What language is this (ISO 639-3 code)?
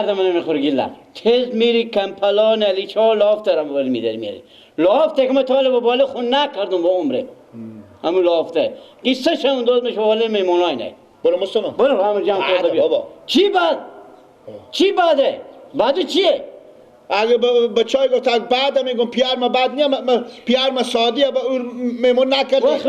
fas